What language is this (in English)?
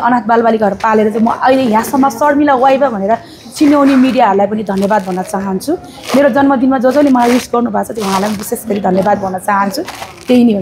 Nepali